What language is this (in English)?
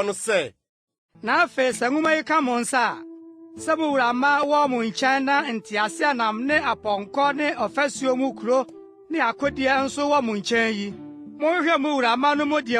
Akan